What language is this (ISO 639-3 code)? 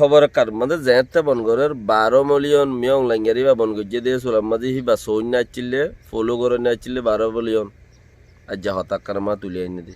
rhg